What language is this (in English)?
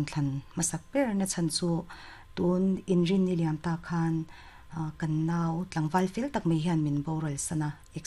Mizo